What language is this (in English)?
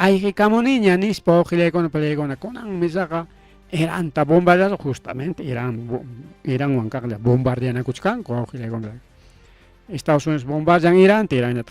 Ayacucho Quechua